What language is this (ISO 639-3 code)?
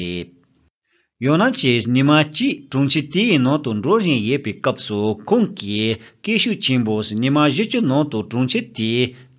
bod